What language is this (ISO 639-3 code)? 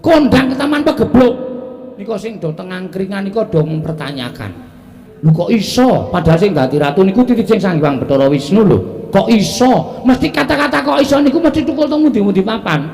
jav